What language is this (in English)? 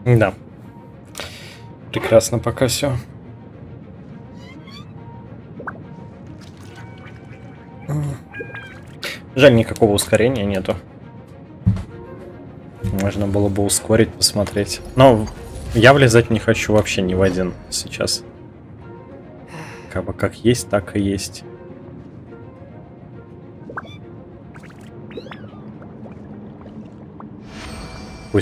Russian